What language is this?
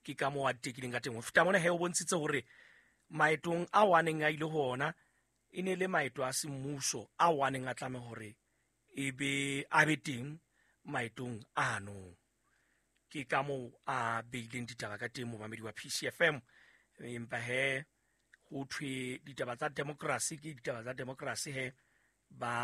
Southern Sotho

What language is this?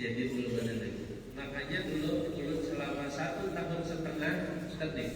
Banjar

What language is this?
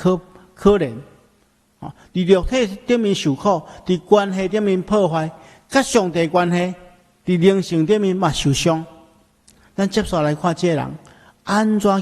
Min Nan Chinese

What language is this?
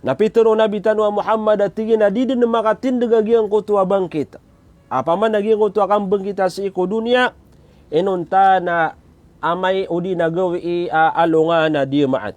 Maranao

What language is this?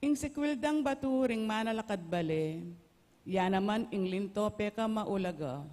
Pampanga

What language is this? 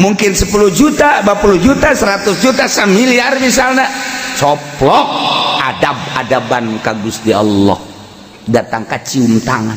Sundanese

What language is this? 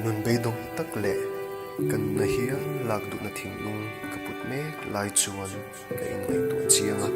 Mizo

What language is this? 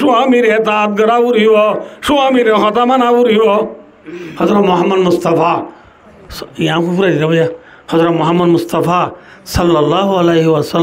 Rohingya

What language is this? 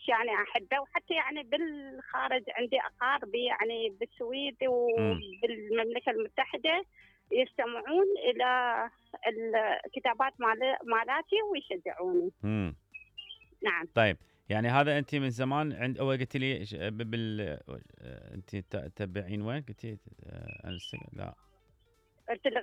Mesopotamian Arabic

